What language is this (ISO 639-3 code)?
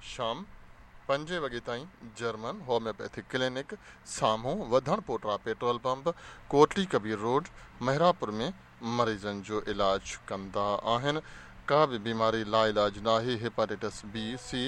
snd